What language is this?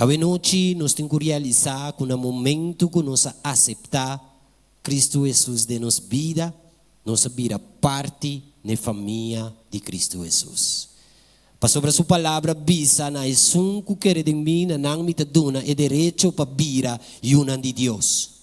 Papiamento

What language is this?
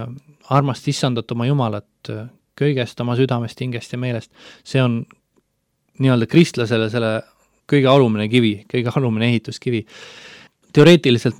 Estonian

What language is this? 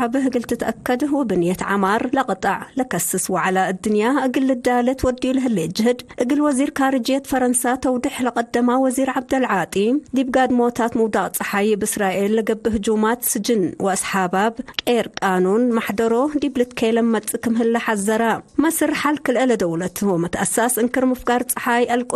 Tigre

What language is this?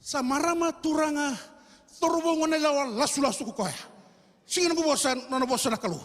Fijian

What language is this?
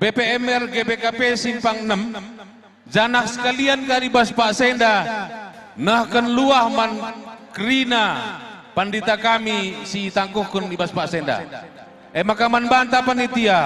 Batak Karo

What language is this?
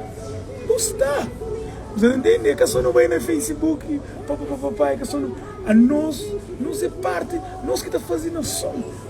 Kabuverdianu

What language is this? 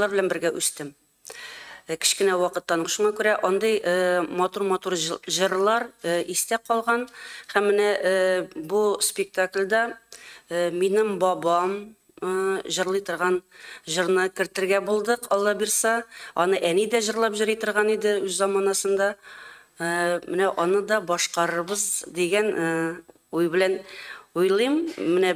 Tatar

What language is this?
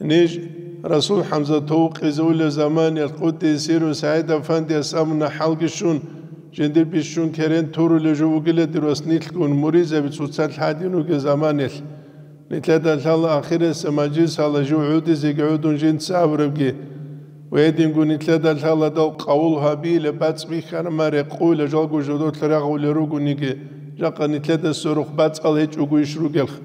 Avaric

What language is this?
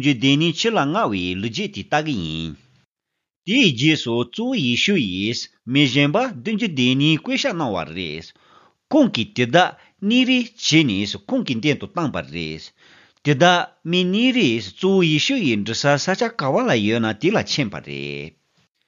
Tibetan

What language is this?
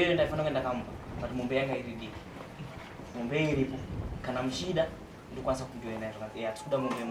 Shona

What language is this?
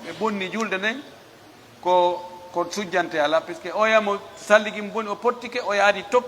Pular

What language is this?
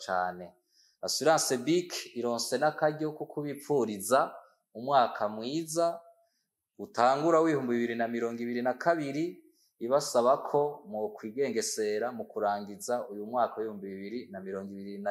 Rundi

